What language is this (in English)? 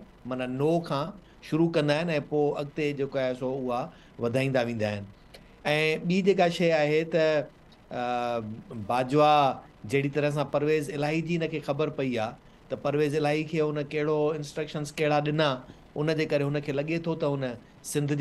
Sindhi